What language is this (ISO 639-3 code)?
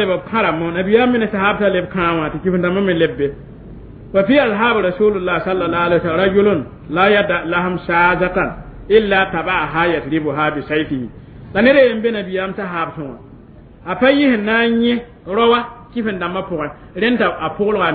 mos